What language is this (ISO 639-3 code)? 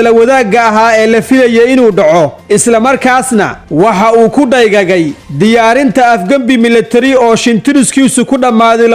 som